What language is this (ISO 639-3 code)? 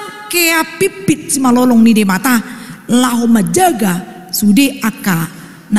bbc